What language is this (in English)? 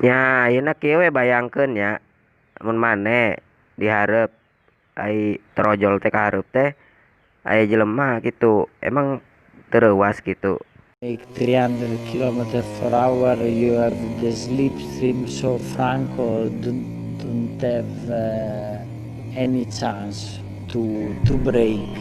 Sundanese